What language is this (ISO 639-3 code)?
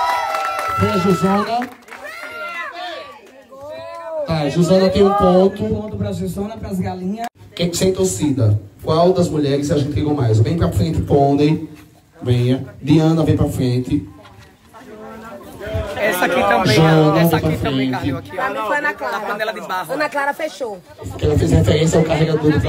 por